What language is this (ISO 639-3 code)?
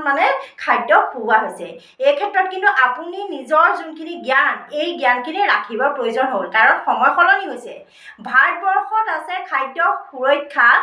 asm